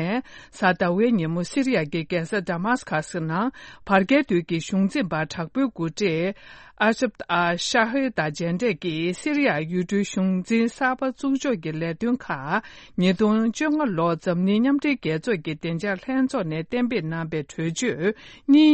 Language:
Tibetan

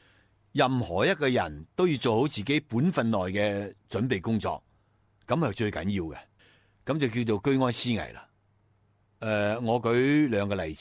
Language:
Cantonese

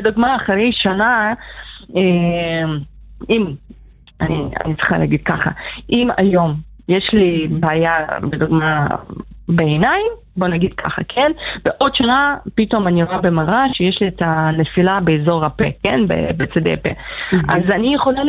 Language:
Hebrew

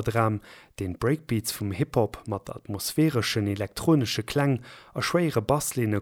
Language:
Luxembourgish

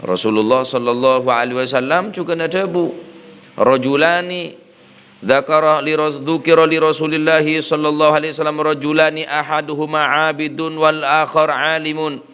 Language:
Madurese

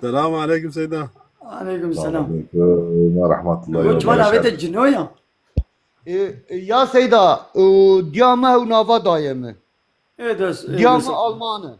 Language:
Kurdish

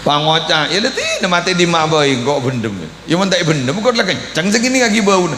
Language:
Madurese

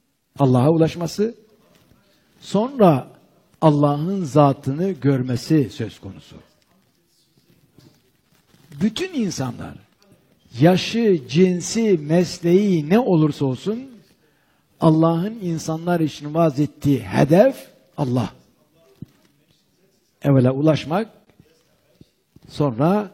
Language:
Turkish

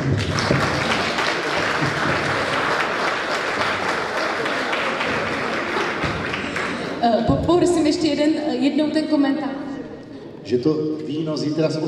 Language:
Czech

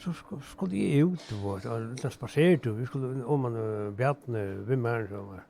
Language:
Faroese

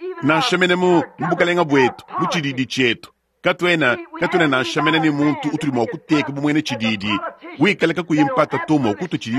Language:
Luba-Lulua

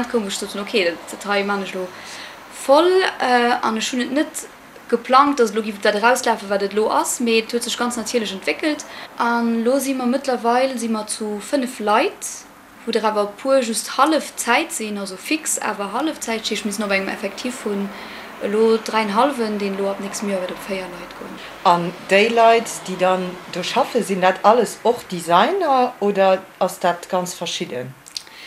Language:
Luxembourgish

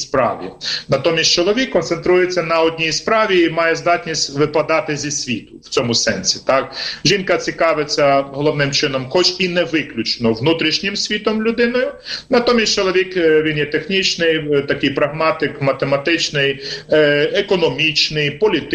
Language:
Ukrainian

